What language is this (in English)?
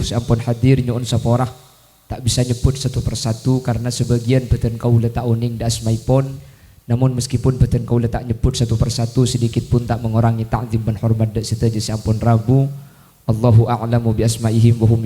Madurese